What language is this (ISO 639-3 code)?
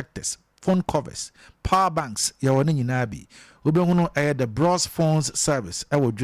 aka